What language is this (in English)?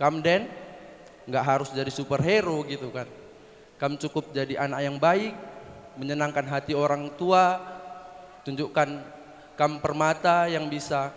Batak Karo